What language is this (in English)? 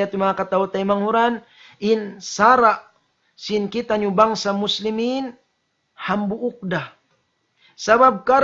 Tausug